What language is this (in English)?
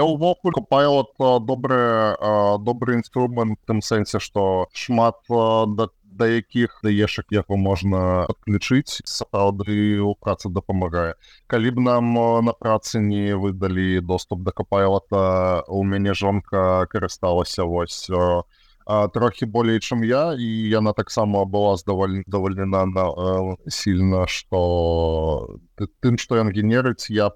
Belarusian